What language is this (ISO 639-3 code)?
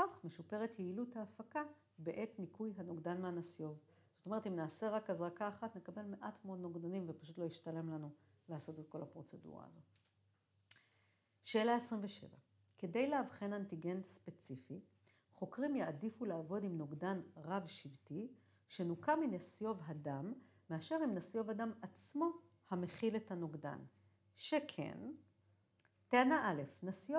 heb